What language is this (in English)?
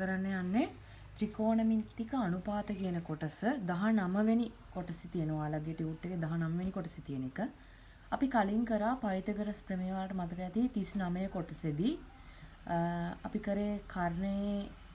Sinhala